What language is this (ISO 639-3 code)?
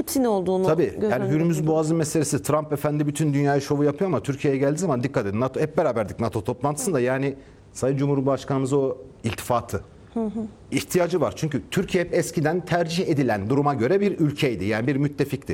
tur